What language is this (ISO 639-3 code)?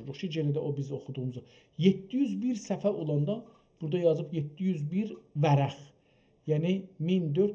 azb